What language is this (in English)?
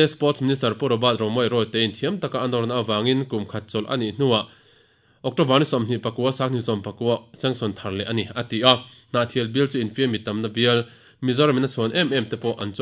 Mizo